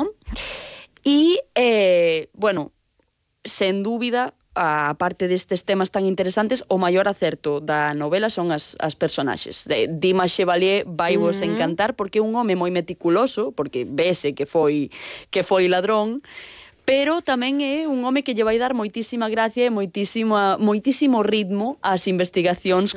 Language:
Galician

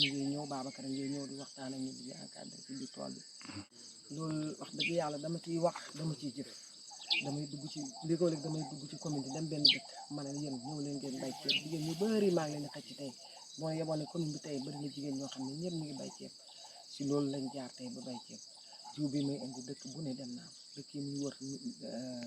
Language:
Wolof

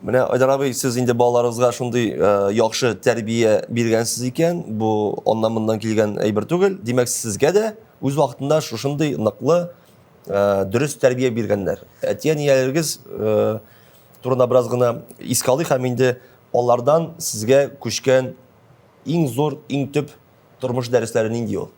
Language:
Tatar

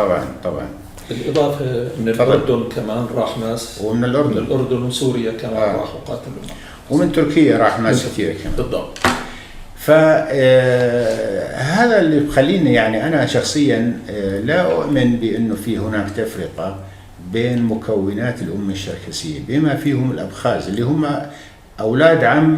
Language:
North Levantine Arabic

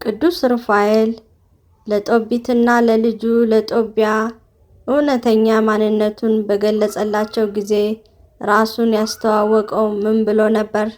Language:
Amharic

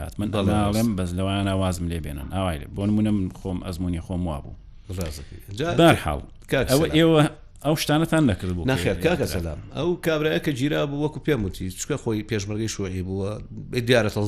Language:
Central Kurdish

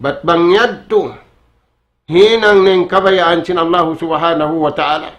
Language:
Tausug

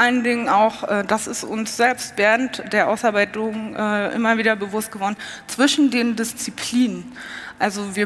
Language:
German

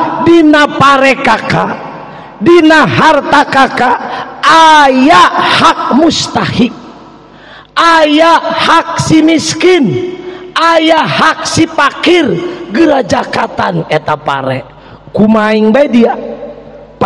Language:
Sundanese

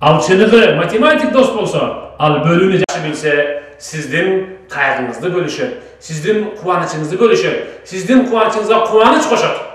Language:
Kyrgyz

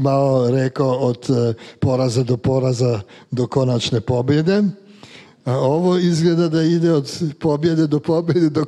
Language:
Croatian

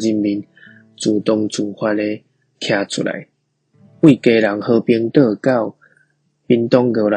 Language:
Min Nan Chinese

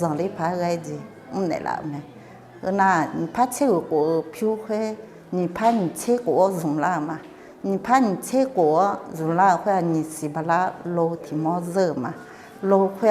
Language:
Akha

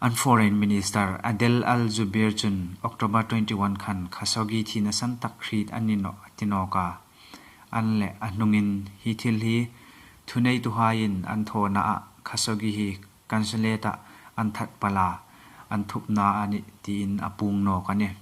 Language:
Hmar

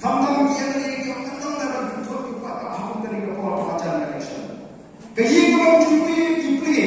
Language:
Khasi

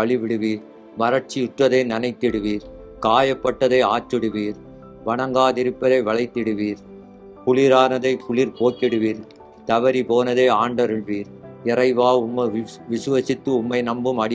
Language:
Tamil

